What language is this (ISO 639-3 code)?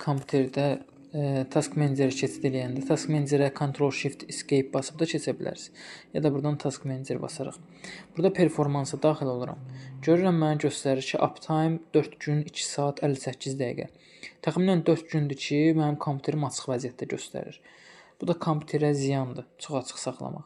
aze